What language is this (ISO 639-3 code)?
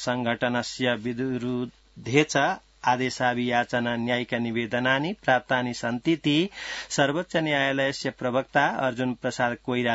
san